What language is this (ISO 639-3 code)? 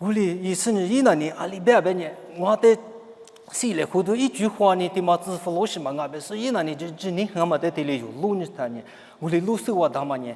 lis